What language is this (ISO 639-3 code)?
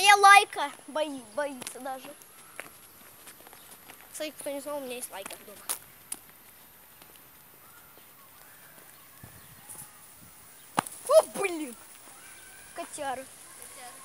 rus